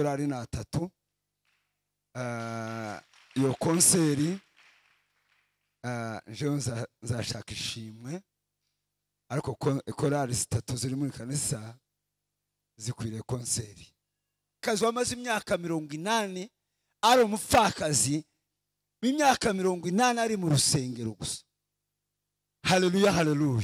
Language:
Kinyarwanda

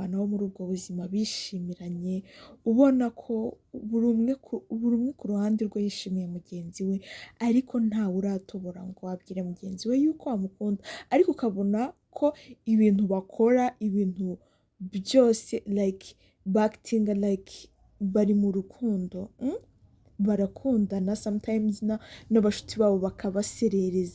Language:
Kinyarwanda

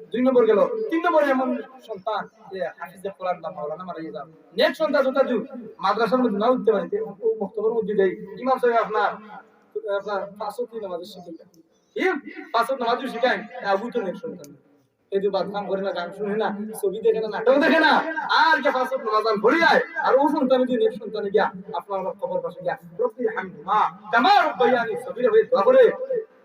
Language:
Sylheti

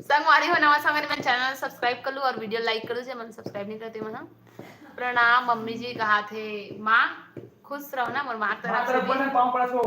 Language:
Chhattisgarhi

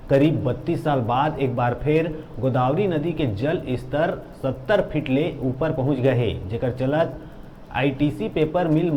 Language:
Chhattisgarhi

